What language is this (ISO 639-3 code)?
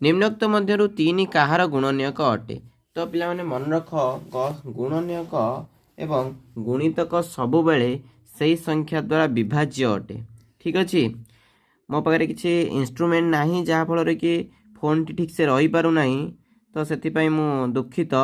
ori